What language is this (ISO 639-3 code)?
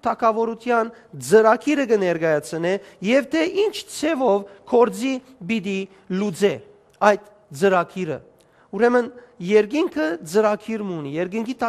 hyw